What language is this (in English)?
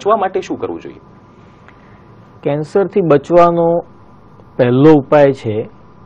Gujarati